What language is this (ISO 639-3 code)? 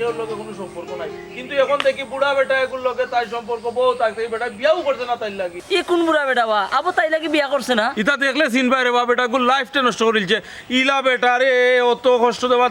syl